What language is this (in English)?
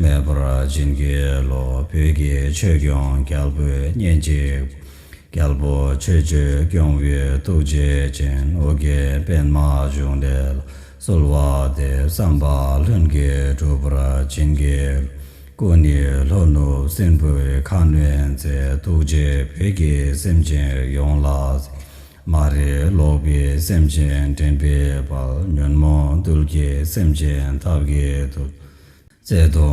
Tibetan